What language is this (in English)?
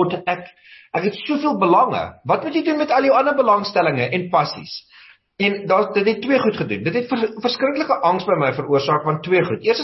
Afrikaans